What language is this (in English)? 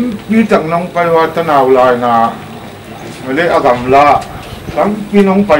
Paite Chin